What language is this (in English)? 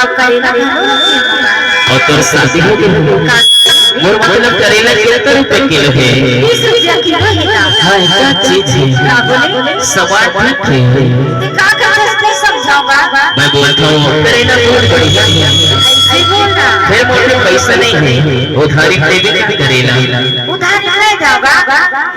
Chhattisgarhi